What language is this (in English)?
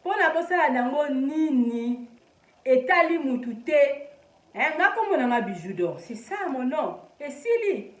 Lingala